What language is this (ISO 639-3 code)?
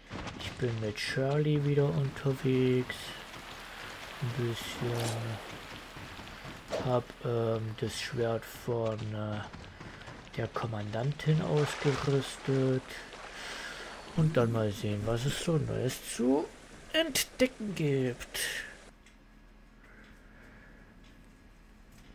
deu